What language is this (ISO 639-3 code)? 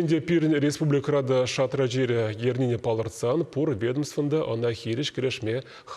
chv